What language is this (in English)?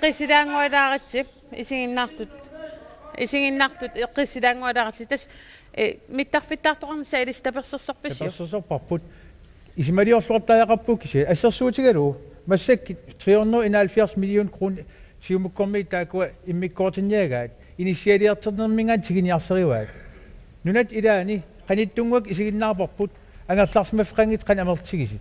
Kalaallisut